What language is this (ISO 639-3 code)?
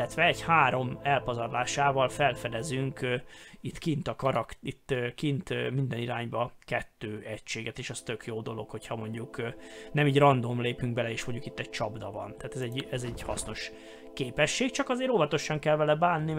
hun